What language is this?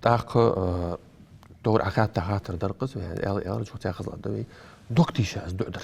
Ingush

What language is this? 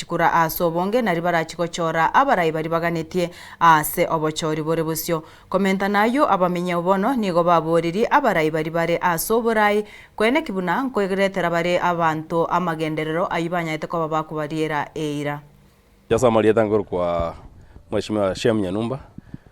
Gusii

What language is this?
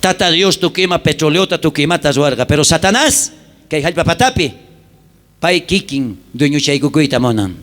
South Bolivian Quechua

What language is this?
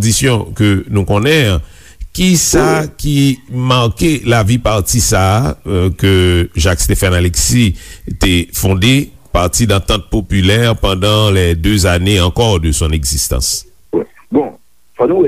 Haitian Creole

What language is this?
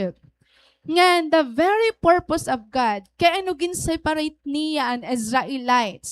Waray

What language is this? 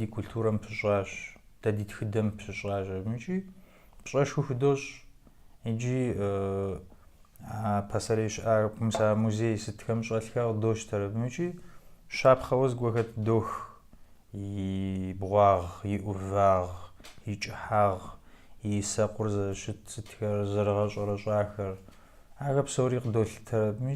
Kabardian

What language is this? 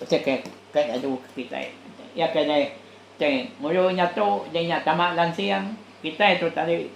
Iban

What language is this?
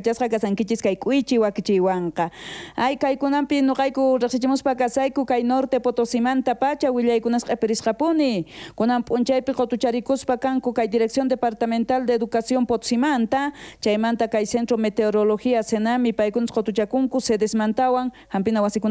South Bolivian Quechua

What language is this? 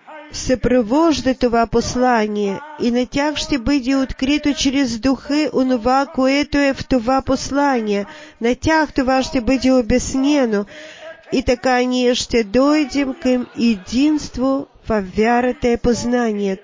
Bulgarian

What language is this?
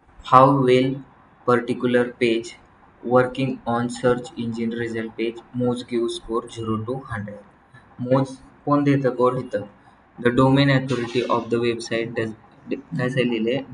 Marathi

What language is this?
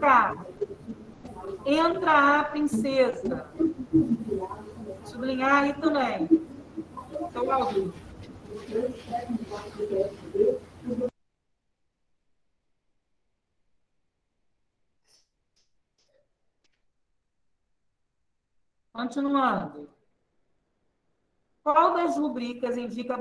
Portuguese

